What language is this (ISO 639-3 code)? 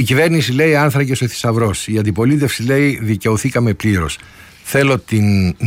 ell